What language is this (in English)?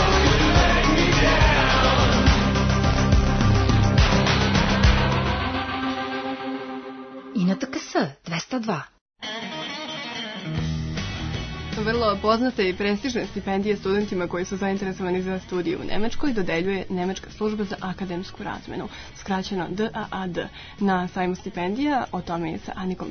Serbian